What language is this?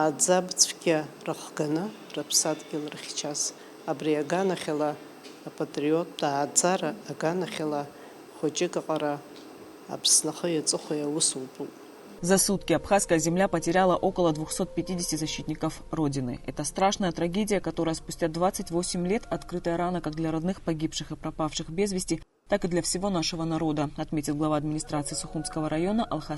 Abkhazian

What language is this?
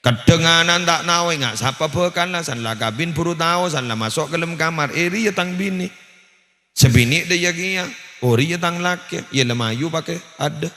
Madurese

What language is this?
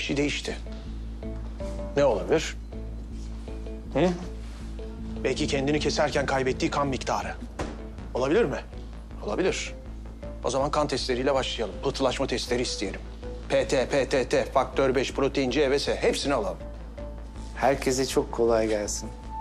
Turkish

